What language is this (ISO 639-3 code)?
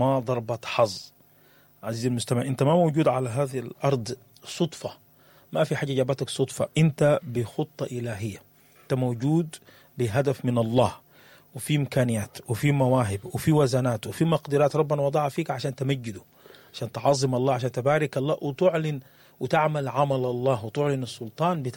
apd